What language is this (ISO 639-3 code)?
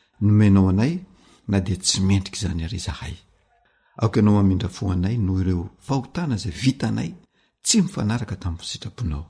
mlg